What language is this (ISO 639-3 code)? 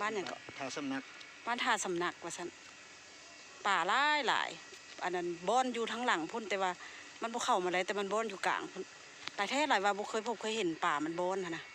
lao